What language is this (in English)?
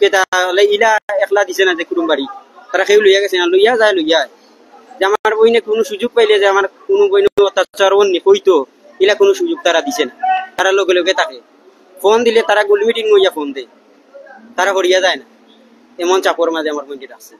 Sylheti